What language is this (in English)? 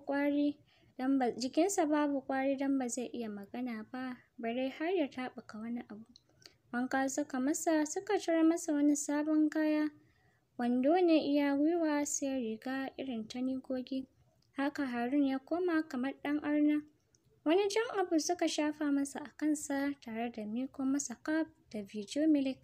Hausa